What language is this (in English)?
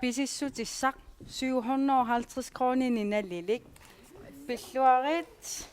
Kalaallisut